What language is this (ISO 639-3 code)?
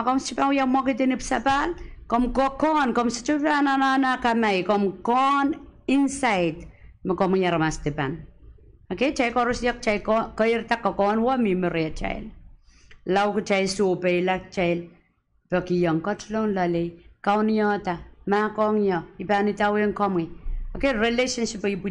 pon